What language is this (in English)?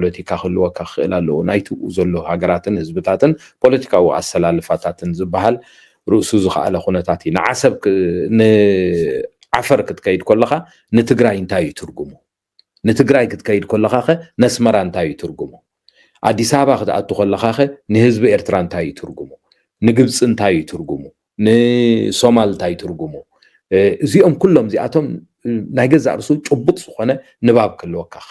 Tigrinya